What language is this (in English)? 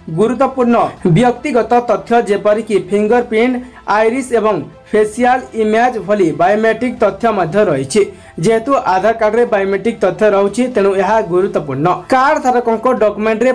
Odia